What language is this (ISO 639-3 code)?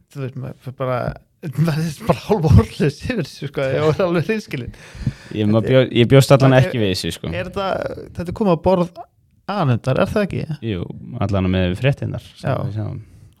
isl